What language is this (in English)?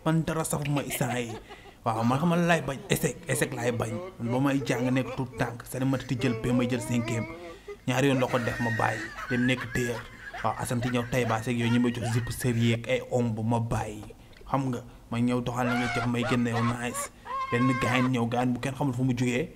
Wolof